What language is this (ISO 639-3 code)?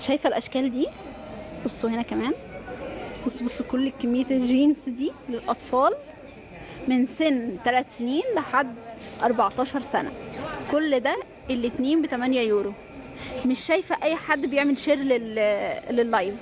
arz